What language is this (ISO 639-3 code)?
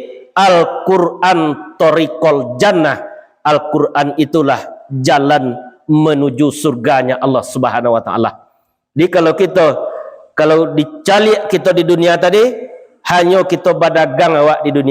min